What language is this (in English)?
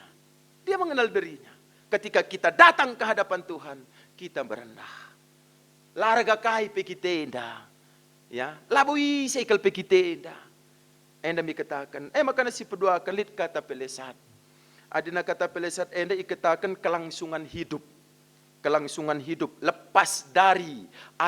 Batak Karo